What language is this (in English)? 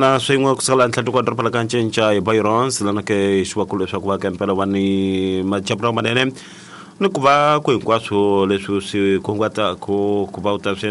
Tsonga